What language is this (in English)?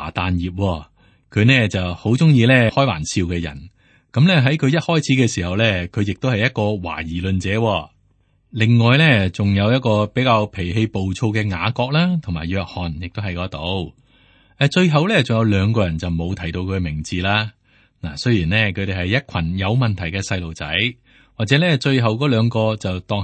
Cantonese